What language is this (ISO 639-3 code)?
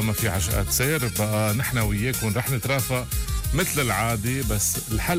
apc